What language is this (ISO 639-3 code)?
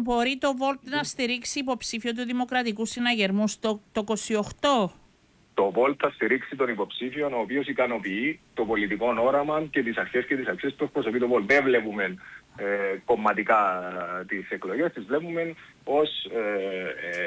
ell